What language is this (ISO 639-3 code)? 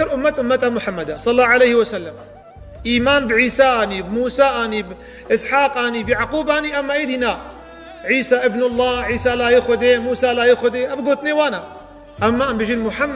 kur